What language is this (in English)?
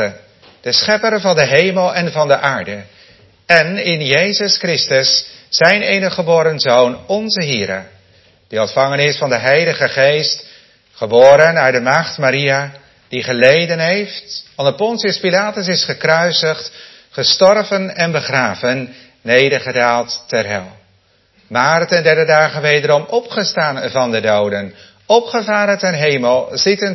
Dutch